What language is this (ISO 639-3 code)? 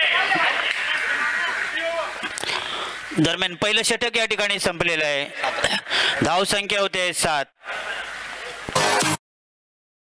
mar